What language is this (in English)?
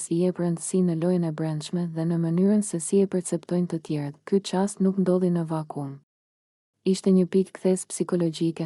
Albanian